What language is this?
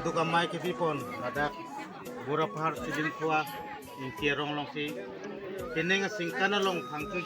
Karbi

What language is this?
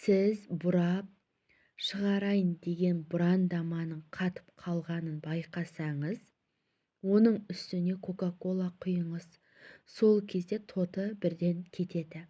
Kazakh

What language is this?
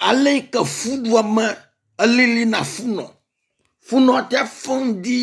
Ewe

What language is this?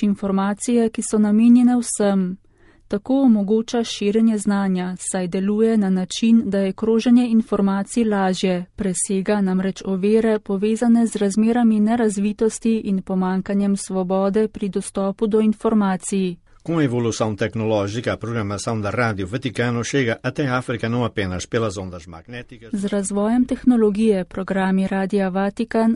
Slovenian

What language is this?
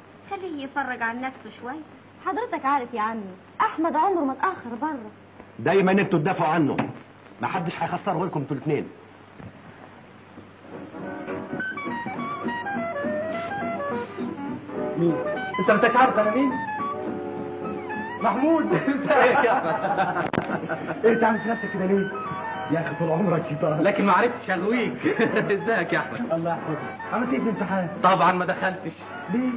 Egyptian Arabic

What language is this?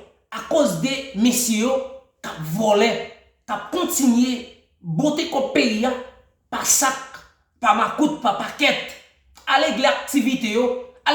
Haitian Creole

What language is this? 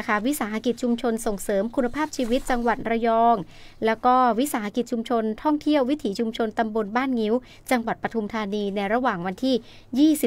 Thai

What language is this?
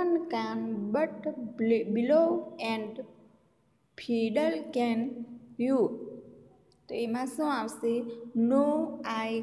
Gujarati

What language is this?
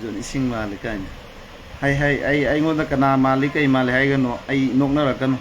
Manipuri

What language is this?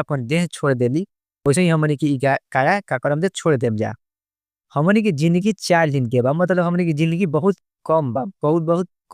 Bhojpuri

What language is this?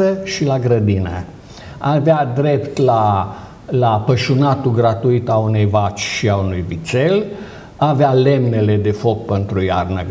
Romanian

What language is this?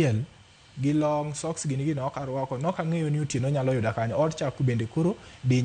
Luo (Kenya and Tanzania)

